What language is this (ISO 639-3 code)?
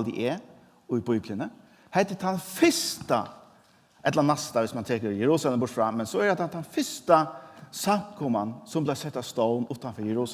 fao